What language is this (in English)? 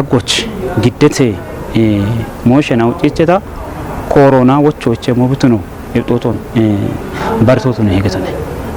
Kafa